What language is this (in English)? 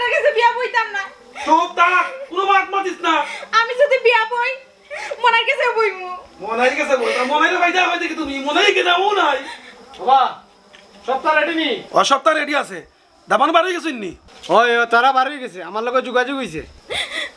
Sylheti